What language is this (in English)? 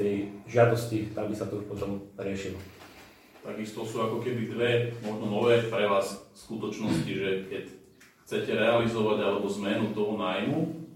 Slovak